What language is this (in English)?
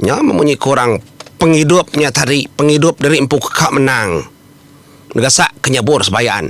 Iban